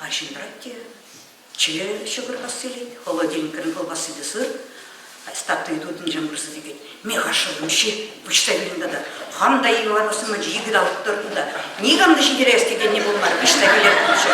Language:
Chuvash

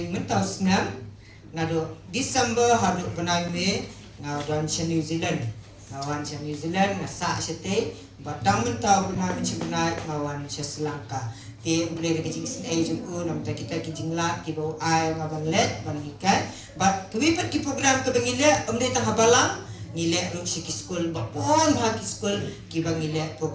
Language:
Khasi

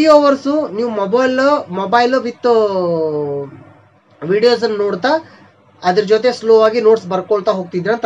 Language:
Kannada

